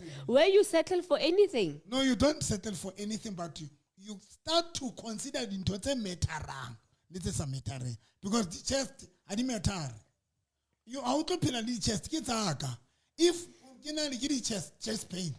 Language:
Southern Sotho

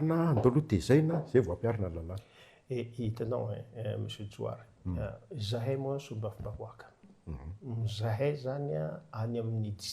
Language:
Malagasy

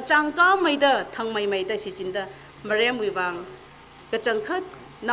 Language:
Tangkhul Naga (India)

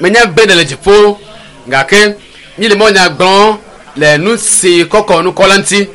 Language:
Ewe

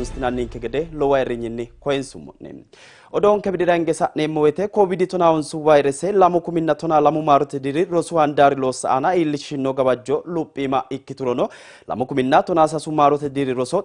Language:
Sidamo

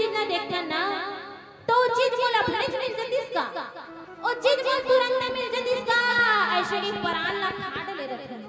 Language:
Chhattisgarhi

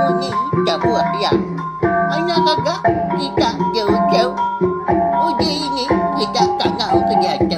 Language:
Iban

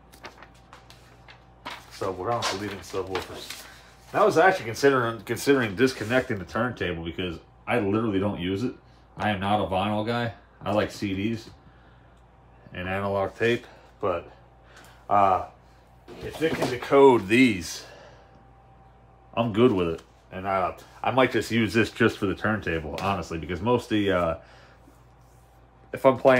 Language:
English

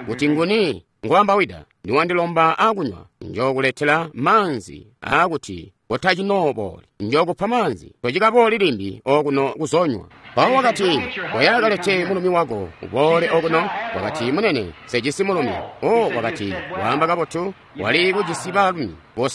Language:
Tonga (Zambia)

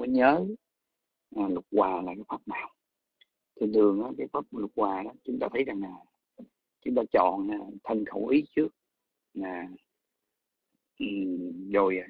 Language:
Vietnamese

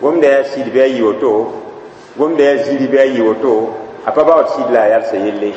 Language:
Mossi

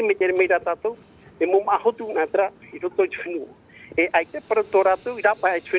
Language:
Tahitian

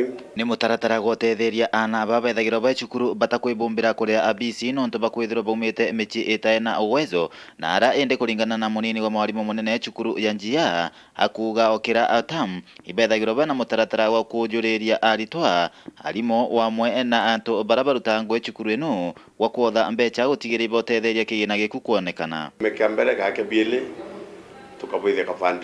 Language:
Meru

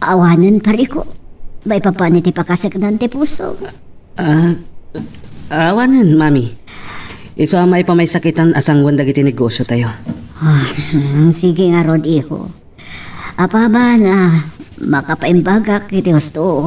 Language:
Iloko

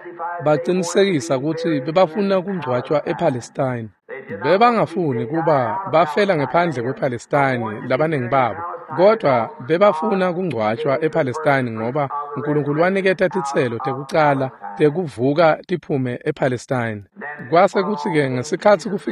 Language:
Swati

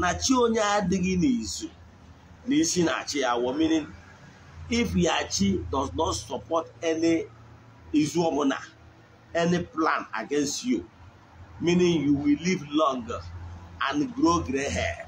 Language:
Igbo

